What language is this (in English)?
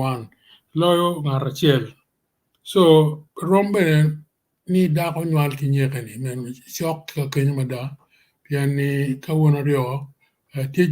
Acoli